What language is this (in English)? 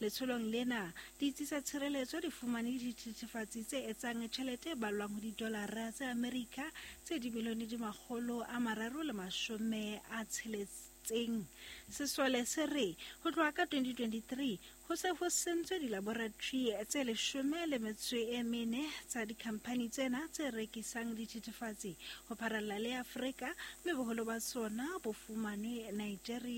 Southern Sotho